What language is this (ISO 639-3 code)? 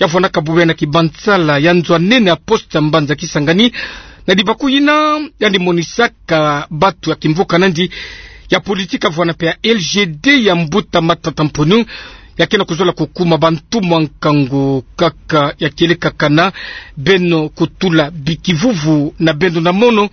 ktu